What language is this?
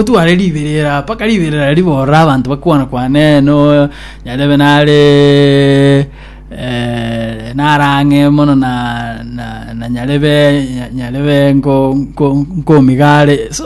Gusii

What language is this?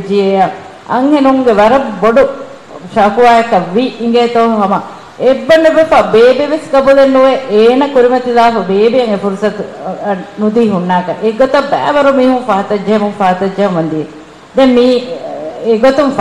Divehi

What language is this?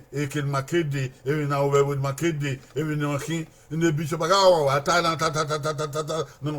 Bini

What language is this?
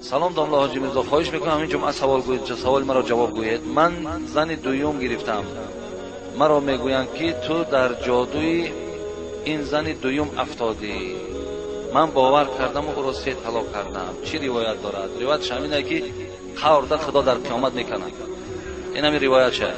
Tajik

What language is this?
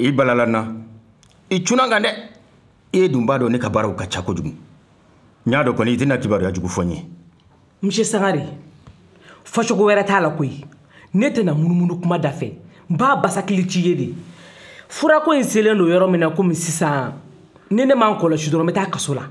Bambara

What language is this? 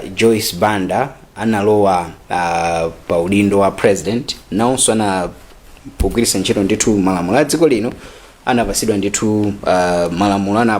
Nyanja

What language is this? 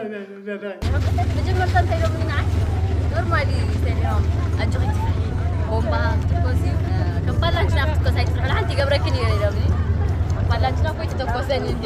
Tigrinya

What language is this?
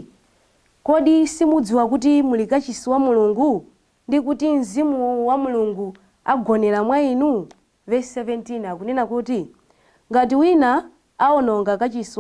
Nyanja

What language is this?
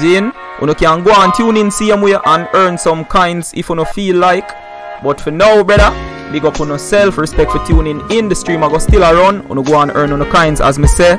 Jamaican Creole English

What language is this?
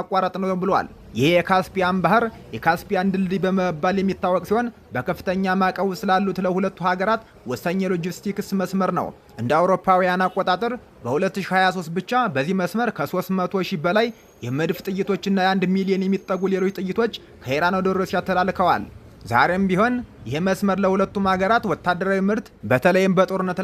Amharic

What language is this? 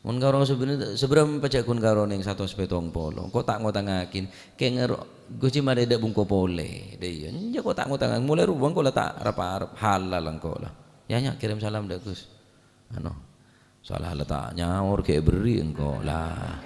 Madurese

